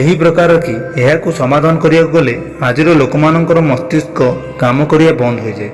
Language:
Odia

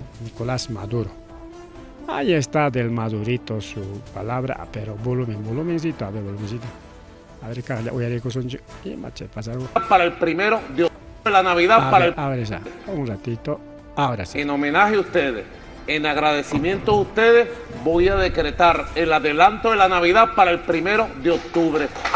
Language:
Ayacucho Quechua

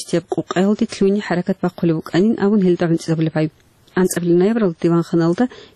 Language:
Avaric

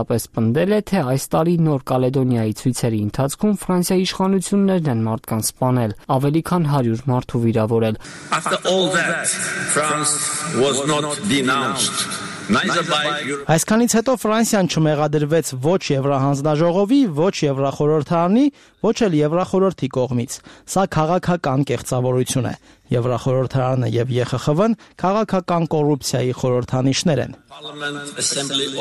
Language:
Armenian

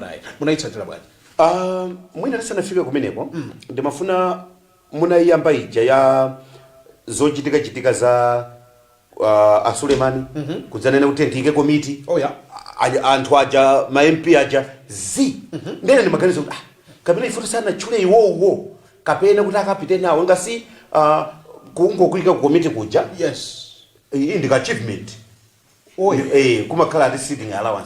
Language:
Nyanja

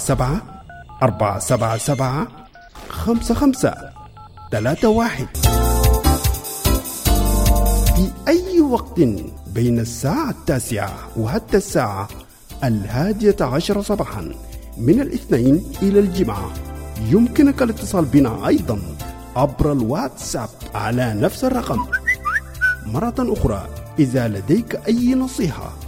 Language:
Arabic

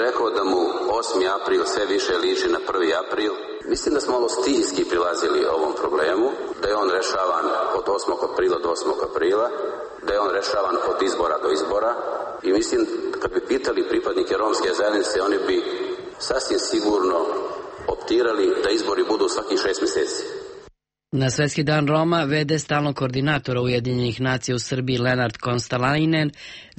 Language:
Serbian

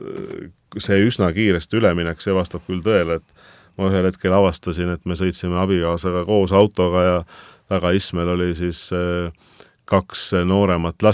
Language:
Estonian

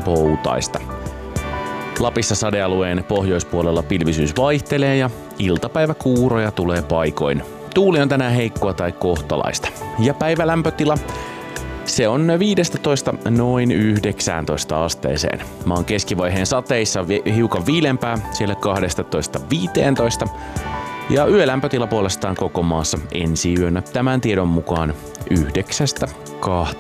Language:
Finnish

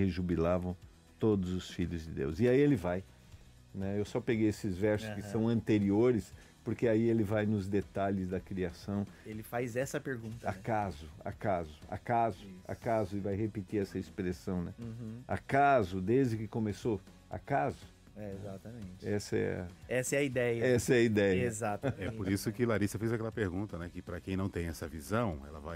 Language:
Portuguese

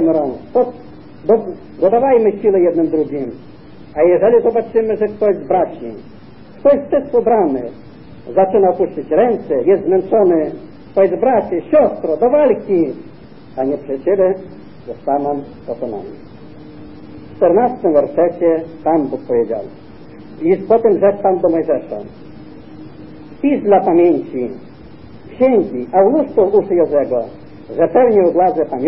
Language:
Polish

